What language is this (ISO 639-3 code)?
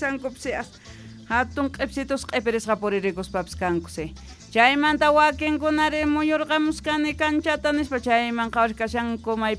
quh